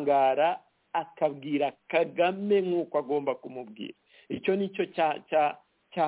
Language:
Kinyarwanda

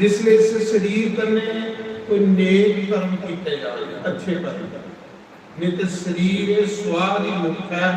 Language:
Dogri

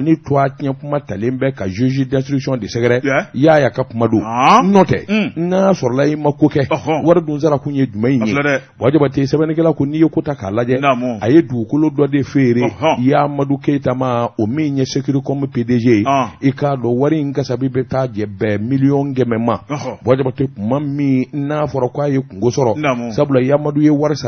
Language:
Bambara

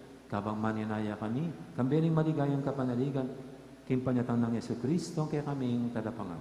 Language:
Pampanga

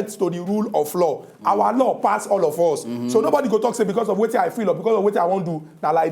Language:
Nigerian Pidgin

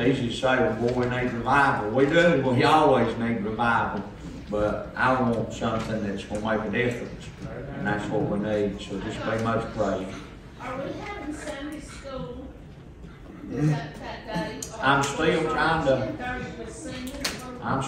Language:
English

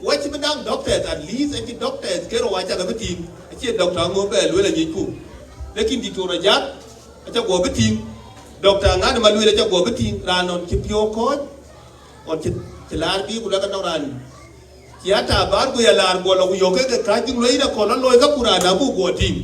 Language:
Dinka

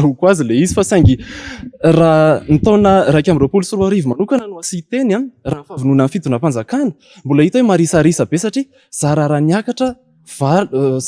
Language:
Malagasy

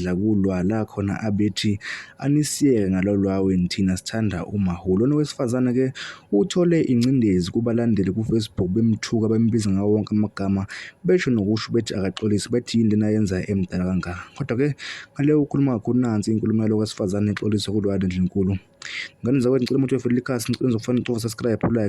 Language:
Zulu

